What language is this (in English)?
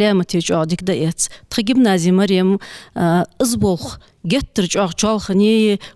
Ingush